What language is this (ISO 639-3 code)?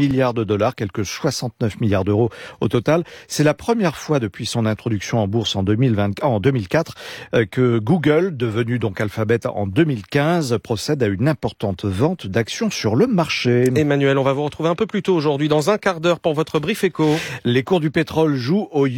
fra